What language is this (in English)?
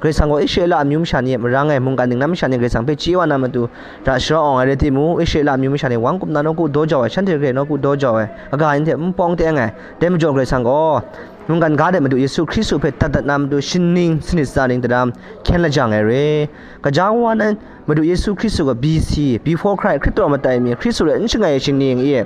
Kachin